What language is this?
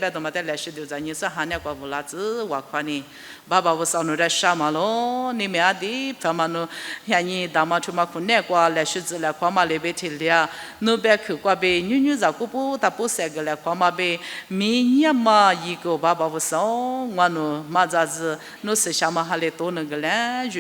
Lisu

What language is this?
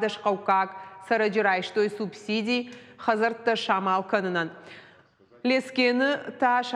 Ossetic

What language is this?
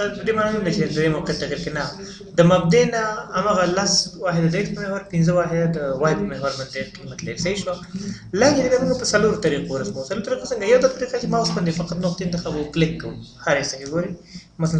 Pashto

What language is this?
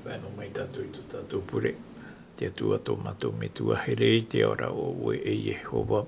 Tahitian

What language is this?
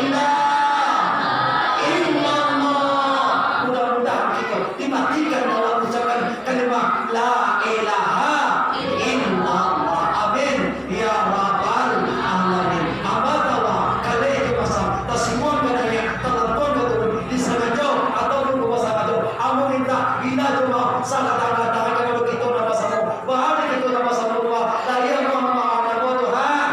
Minangkabau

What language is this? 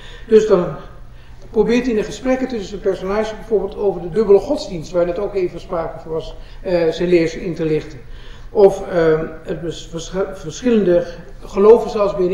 Dutch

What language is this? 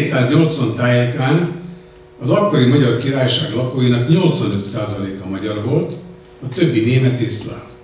Hungarian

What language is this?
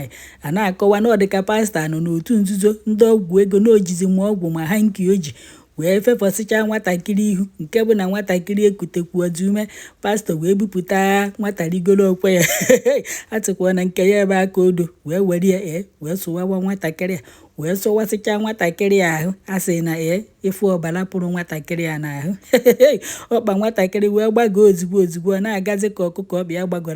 Igbo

